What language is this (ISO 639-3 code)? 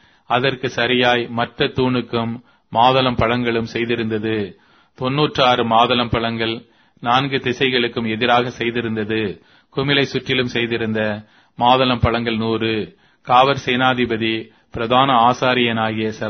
tam